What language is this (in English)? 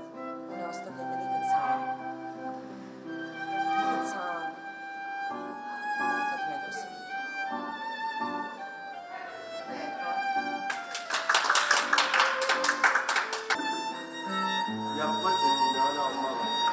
Serbian